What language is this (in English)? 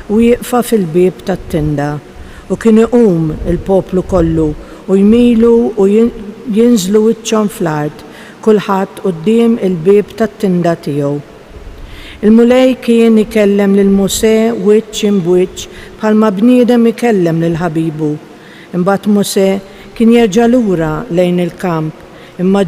Maltese